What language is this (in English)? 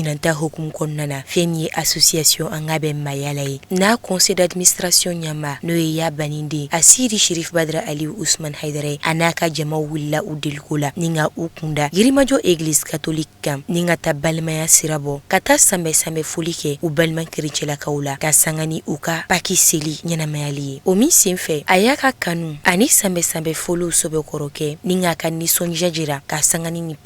Bambara